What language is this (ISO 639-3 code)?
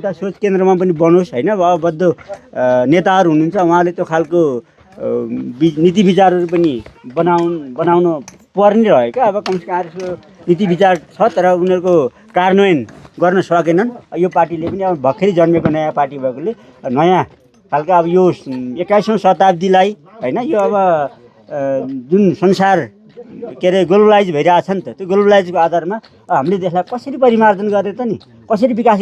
nep